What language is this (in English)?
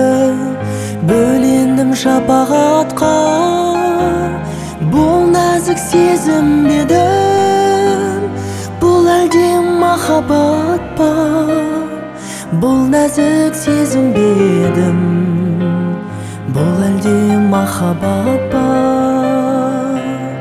Kazakh